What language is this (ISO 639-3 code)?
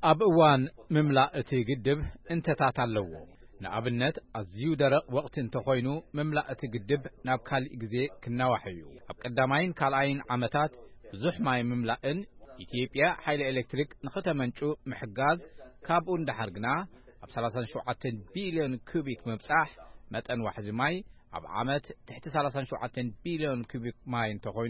tir